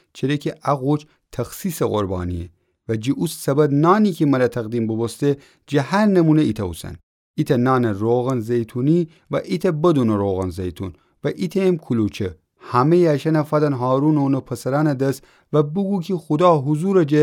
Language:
Gilaki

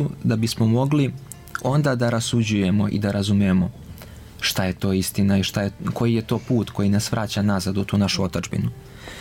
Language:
Serbian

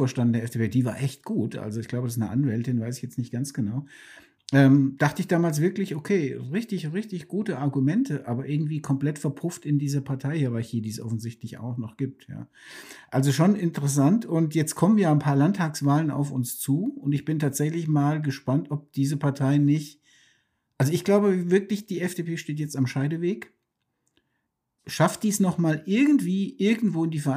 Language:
German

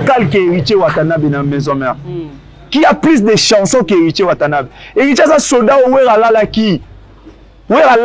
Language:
Lingala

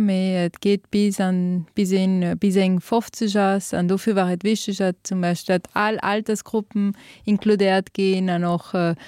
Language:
Luxembourgish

